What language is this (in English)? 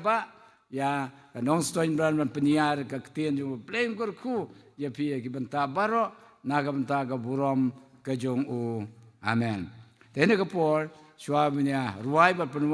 Khasi